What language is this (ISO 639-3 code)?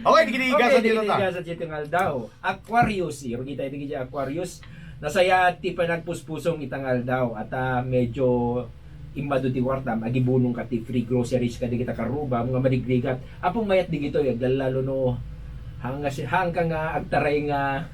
ilo